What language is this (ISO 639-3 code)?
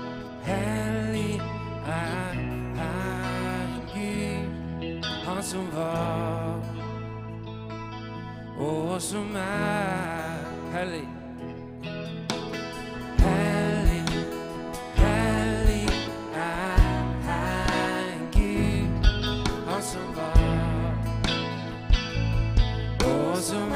nor